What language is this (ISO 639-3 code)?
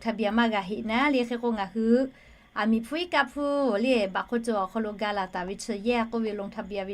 lhu